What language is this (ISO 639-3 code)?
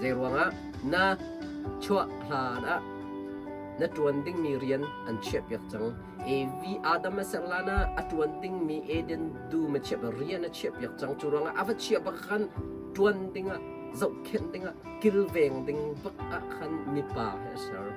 cnh